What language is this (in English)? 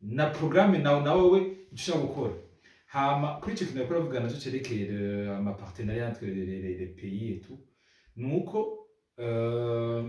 Rundi